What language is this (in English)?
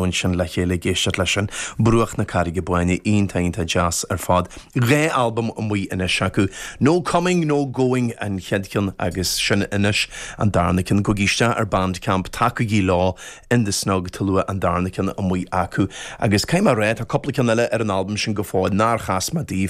Irish